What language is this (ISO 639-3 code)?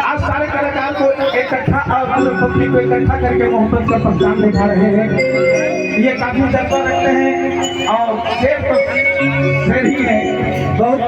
sck